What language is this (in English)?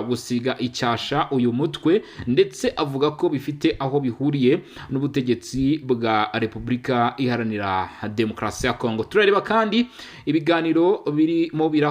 Kinyarwanda